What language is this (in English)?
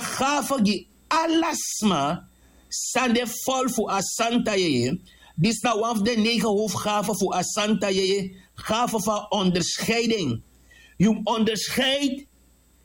Sranan Tongo